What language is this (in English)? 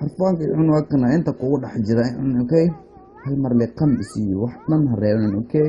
Somali